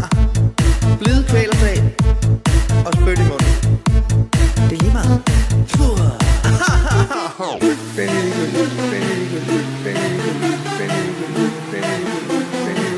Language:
Danish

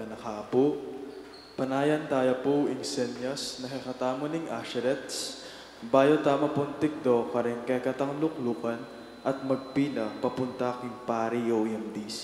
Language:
Pampanga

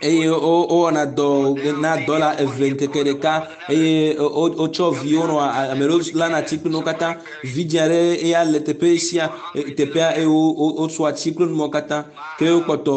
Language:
Ewe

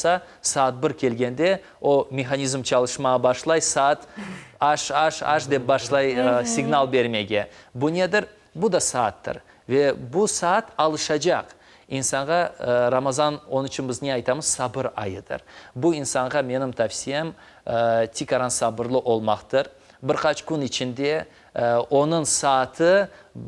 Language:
Crimean Tatar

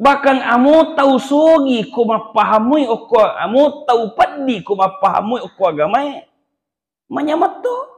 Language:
Buginese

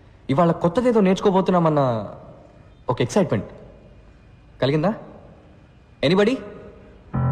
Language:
Telugu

